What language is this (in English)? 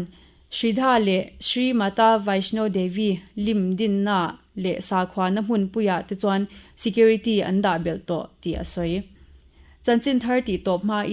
Mizo